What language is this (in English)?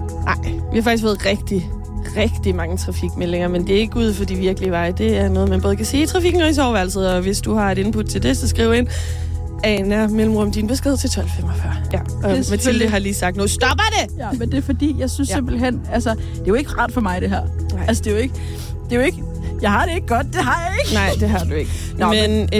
Danish